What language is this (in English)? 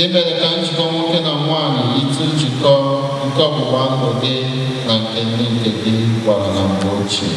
Igbo